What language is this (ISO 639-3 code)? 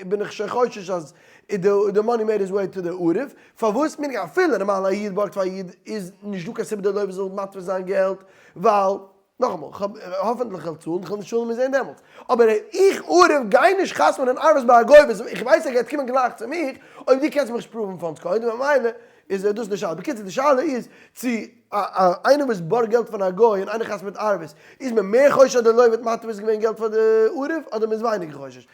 yid